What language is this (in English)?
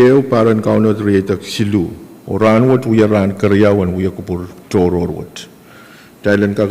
Pohnpeian